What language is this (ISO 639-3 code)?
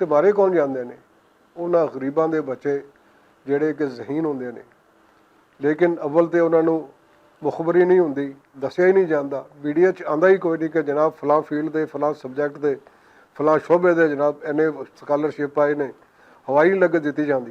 lah